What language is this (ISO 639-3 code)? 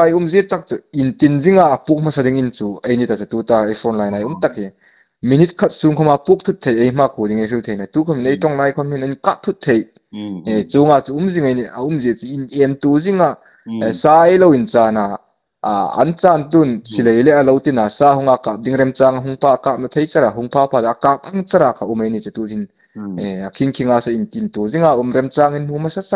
hmr